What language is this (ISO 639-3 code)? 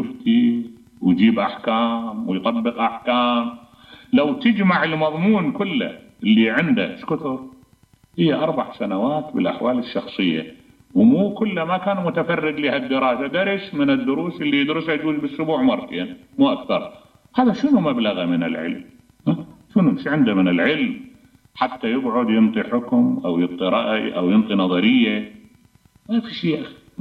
acm